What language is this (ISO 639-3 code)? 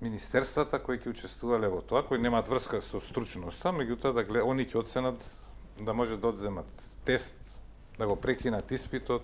mkd